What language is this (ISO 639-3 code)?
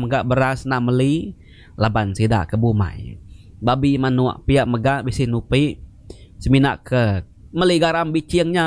iba